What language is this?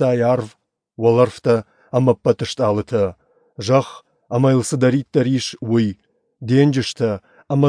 Ossetic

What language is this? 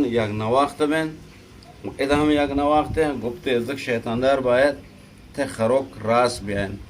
Eastern Balochi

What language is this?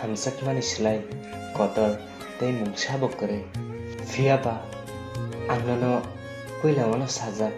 Kok Borok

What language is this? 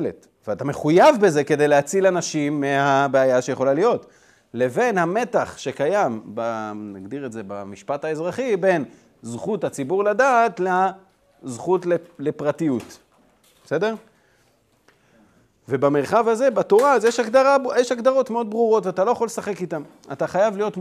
Hebrew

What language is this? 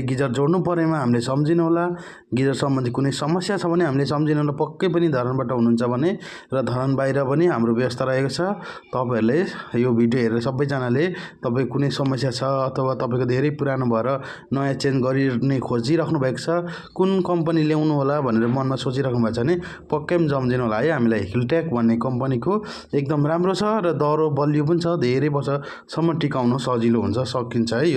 Nepali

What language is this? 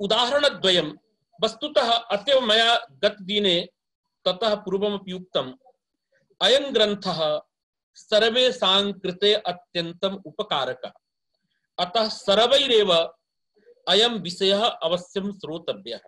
Sanskrit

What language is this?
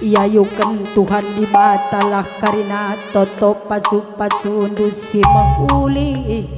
Batak Karo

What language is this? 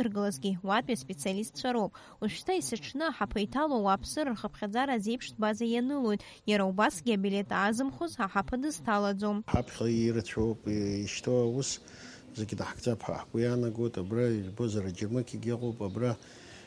Abkhazian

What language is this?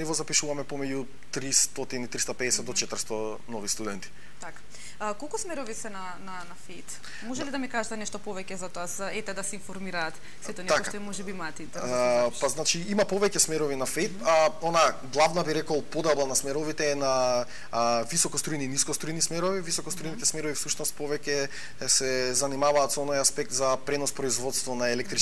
Macedonian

